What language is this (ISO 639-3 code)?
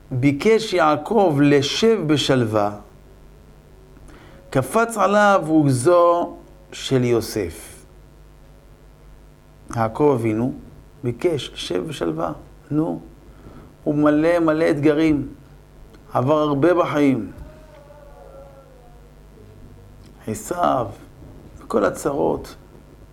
heb